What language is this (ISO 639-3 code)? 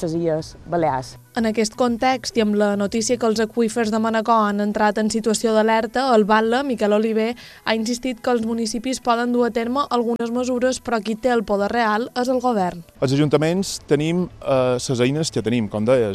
cat